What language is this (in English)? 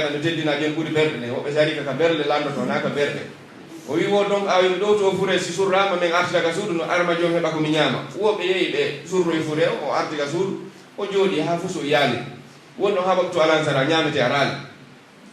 Pular